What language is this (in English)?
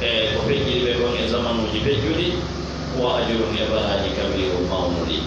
Fula